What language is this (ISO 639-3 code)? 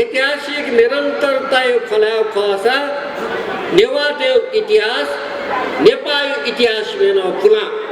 new